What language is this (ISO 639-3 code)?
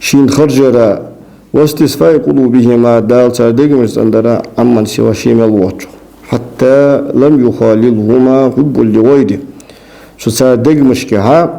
inh